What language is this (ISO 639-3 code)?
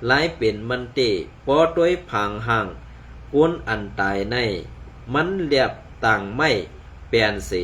shn